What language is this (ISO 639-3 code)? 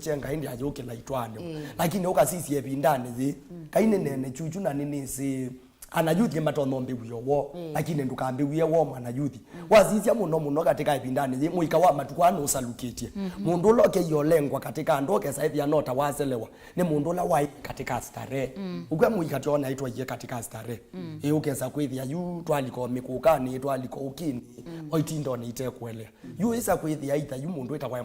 kam